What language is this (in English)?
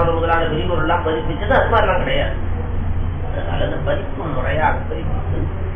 Tamil